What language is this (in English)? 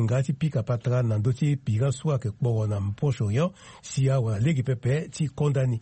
Sango